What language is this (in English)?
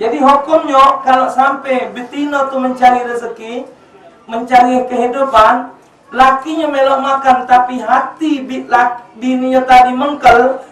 Musi